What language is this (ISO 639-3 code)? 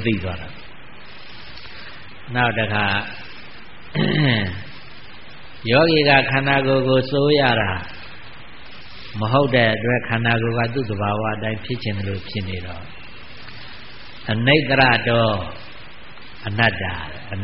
mya